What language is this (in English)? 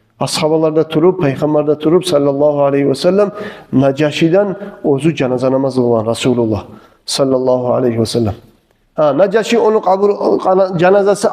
Kumyk